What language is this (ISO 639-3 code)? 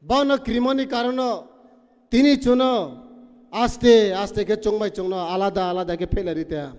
trp